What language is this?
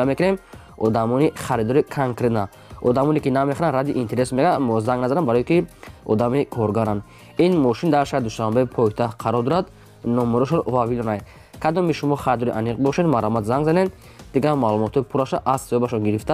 Tajik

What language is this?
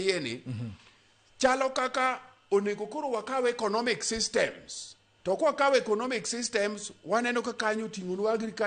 Luo (Kenya and Tanzania)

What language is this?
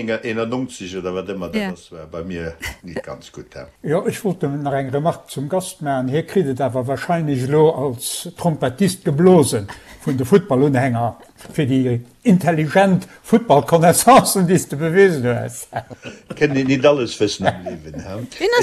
Luxembourgish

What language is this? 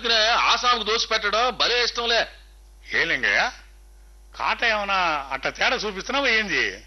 Telugu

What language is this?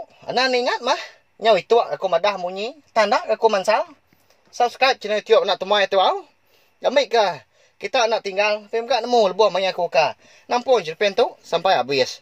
Iban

